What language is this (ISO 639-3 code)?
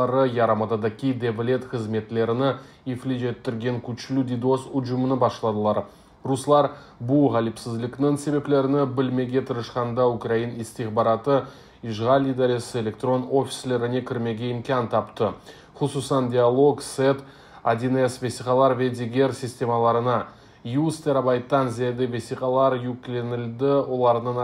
crh